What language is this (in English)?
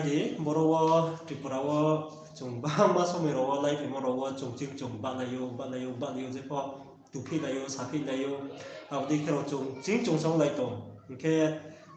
Riang (India)